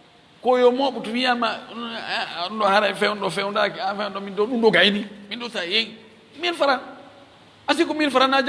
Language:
Fula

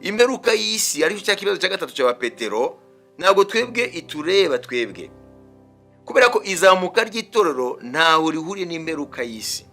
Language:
Kinyarwanda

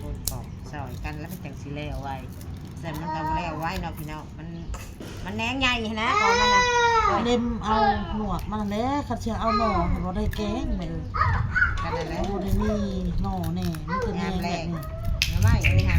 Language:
Northeastern Thai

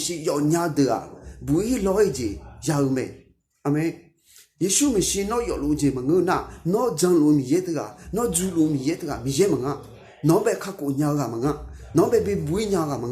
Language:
Akha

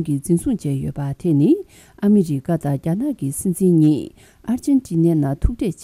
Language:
Tibetan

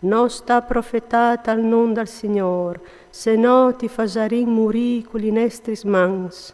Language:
Friulian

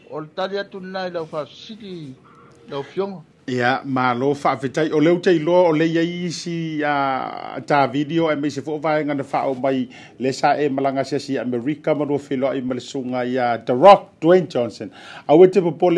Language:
Samoan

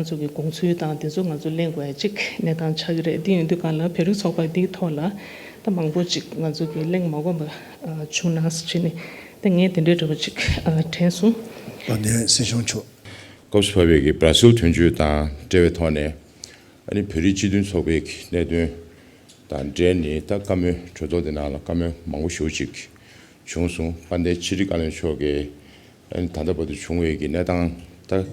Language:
Tibetan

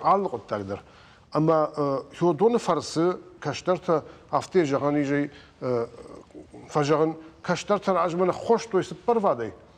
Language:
Ossetic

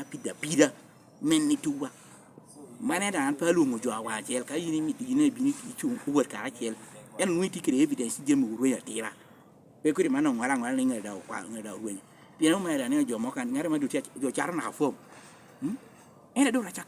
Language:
Lango (Uganda)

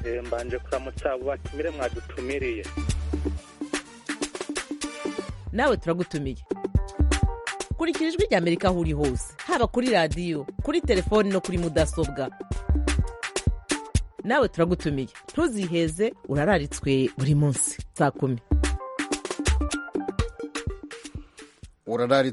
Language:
Kinyarwanda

